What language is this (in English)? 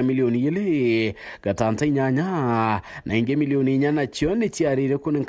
Meru